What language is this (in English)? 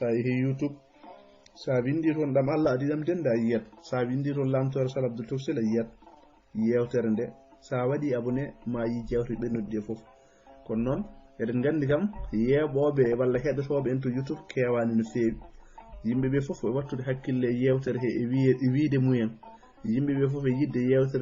Fula